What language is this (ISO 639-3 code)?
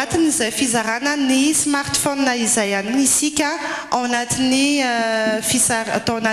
mlg